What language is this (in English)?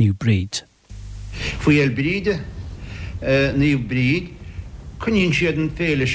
Irish